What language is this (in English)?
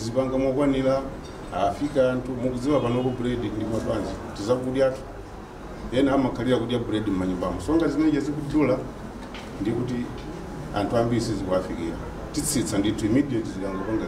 Nyanja